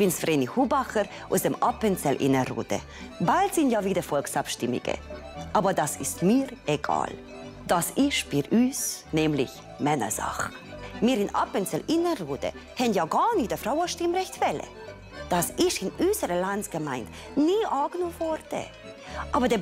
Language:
Swiss German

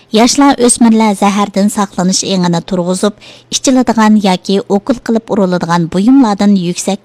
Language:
Uyghur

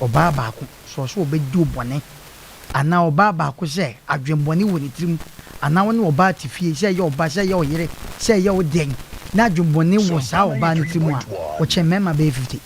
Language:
Akan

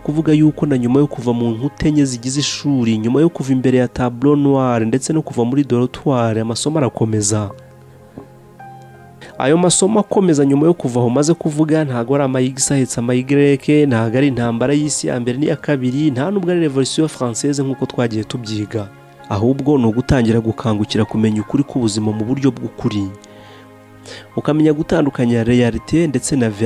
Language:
Kinyarwanda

